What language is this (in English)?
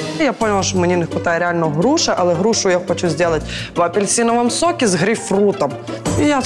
Ukrainian